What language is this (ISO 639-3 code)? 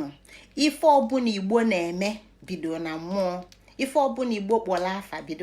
ibo